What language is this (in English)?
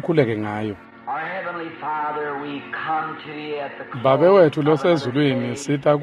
Swati